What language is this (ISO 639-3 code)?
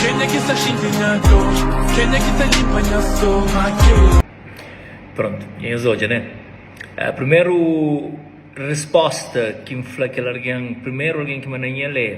kea